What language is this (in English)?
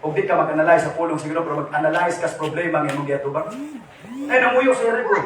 Cebuano